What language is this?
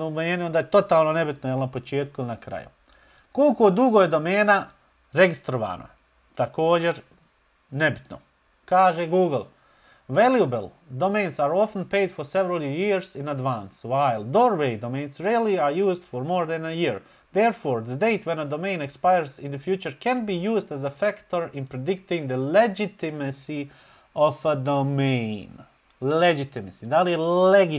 Bosnian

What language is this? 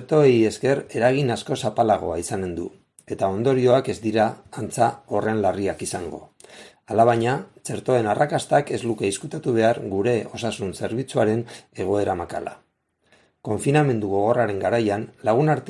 Basque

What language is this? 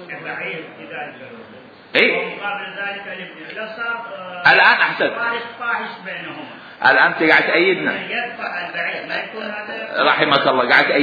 Mesopotamian Arabic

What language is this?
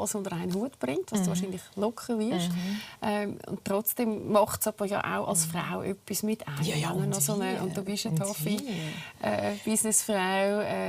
Swiss German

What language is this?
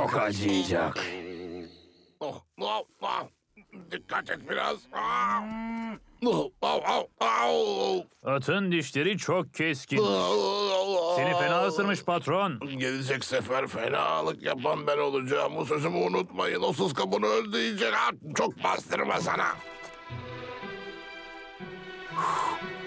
Turkish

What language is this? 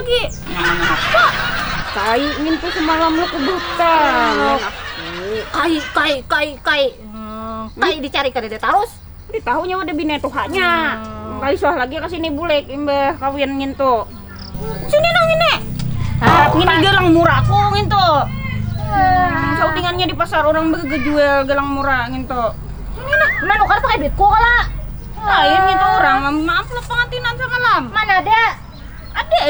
Banjar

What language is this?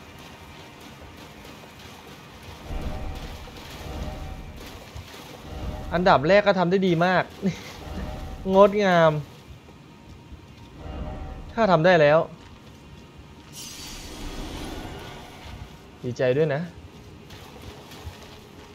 Thai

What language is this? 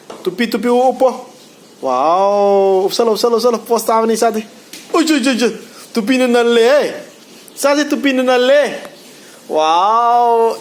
Manipuri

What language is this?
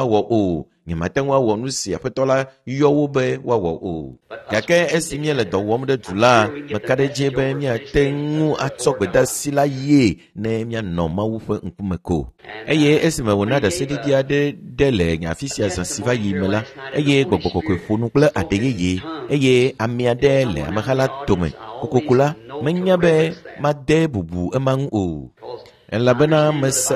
Ewe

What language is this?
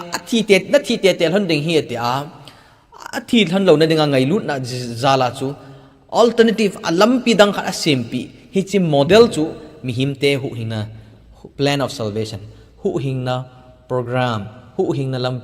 Thado Chin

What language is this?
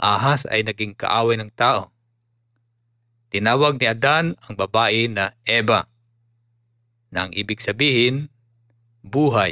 Filipino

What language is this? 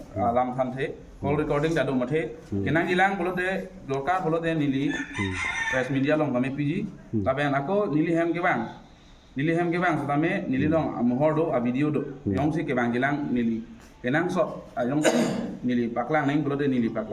Karbi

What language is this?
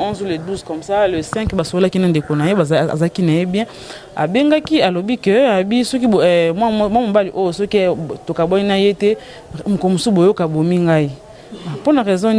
Lingala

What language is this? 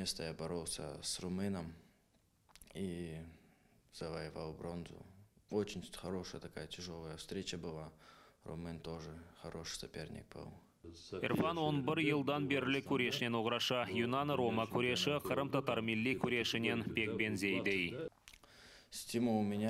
Crimean Tatar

